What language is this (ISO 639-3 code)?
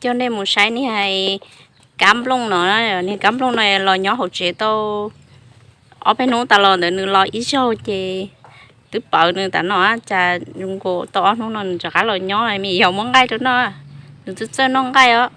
hmn